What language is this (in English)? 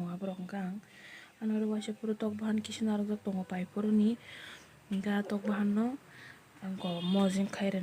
Kok Borok